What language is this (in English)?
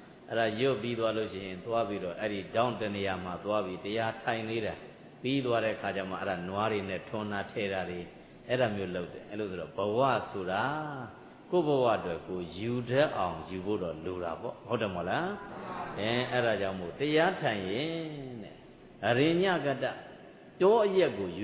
Burmese